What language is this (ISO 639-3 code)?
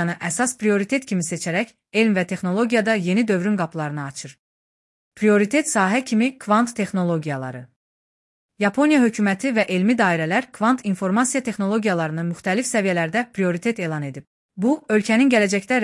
aze